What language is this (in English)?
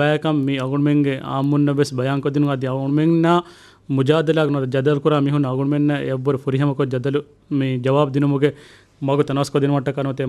Divehi